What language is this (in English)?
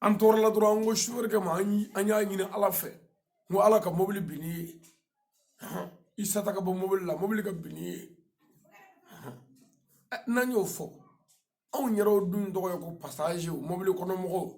Bambara